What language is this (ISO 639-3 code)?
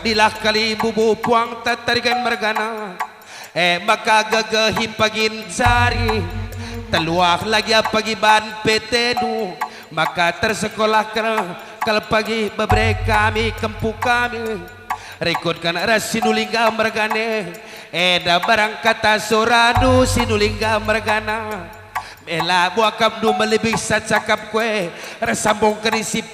btx